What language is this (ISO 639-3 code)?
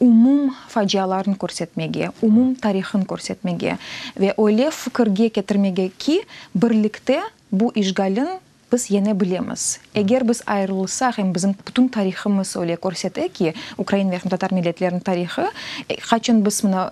crh